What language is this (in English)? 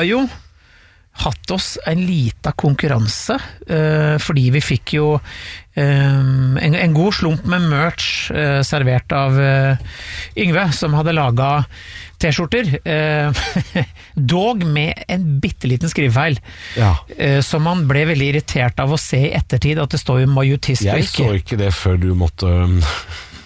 Norwegian